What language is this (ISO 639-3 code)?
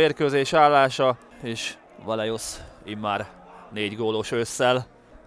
hun